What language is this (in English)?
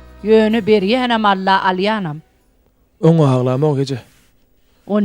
Turkmen